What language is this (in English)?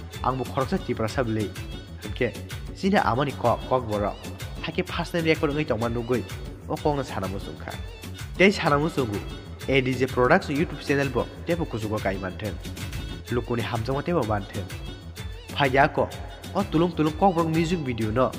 Kok Borok